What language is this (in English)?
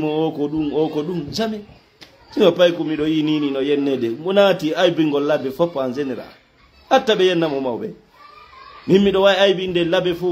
Fula